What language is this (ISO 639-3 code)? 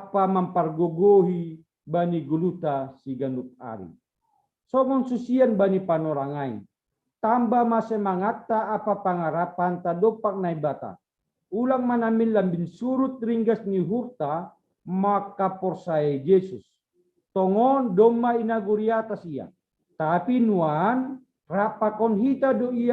bts